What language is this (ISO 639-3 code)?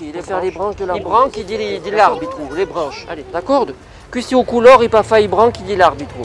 cos